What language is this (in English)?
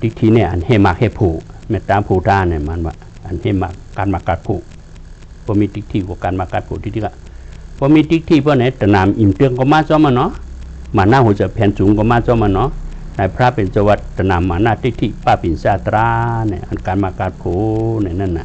Shan